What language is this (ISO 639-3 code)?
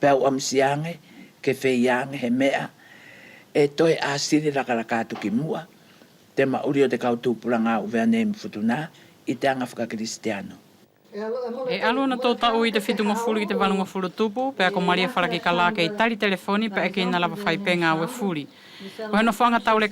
wls